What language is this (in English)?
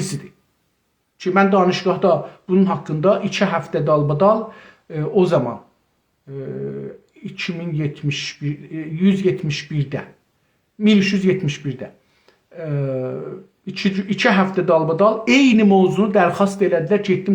South Azerbaijani